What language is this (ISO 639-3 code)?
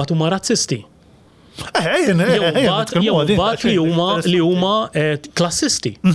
mlt